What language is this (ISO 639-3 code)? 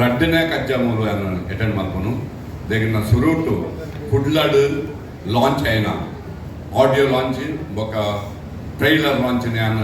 tcy